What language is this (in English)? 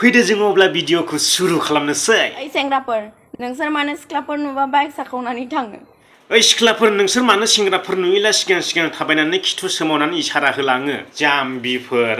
Bodo